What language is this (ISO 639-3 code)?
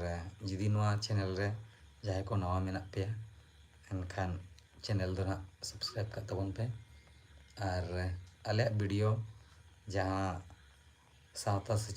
sat